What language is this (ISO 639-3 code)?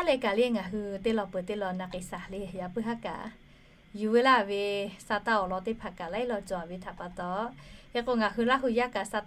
lhu